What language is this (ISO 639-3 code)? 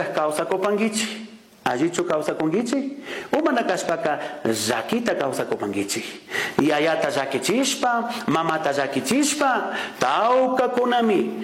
qug